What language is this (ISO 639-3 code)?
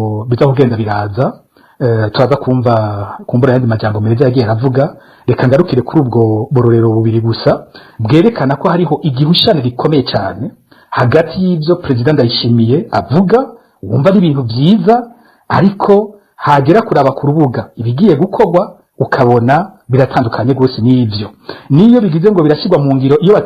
run